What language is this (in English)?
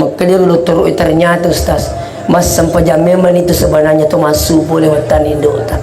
Buginese